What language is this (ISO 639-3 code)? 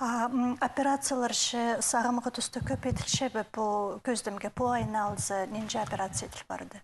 kjh